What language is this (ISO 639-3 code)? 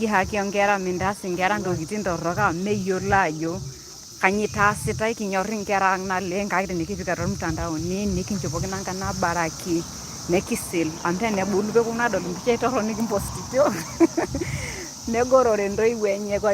mas